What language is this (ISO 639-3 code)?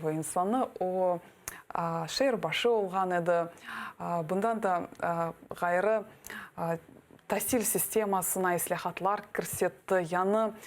crh